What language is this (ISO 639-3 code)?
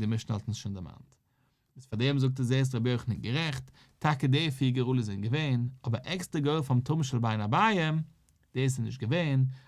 yid